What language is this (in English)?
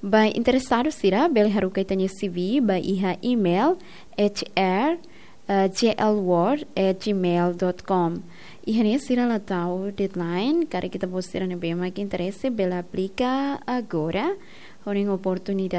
Tetum